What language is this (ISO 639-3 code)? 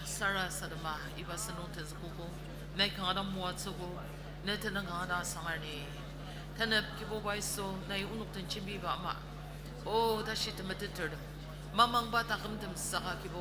njo